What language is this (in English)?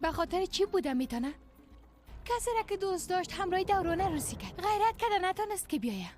Persian